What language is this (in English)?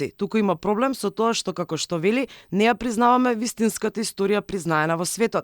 Macedonian